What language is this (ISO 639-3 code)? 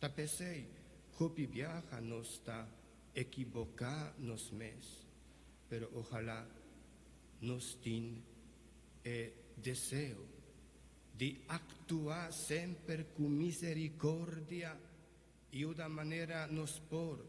pap